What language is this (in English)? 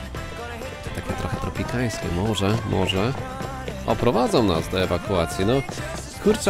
Polish